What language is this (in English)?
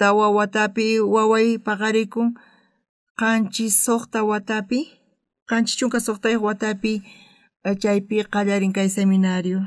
South Bolivian Quechua